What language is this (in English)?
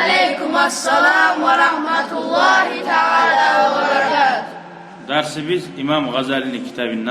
Kumyk